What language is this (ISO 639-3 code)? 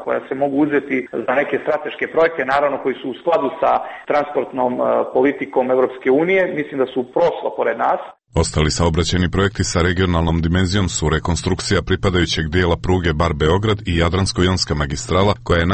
srp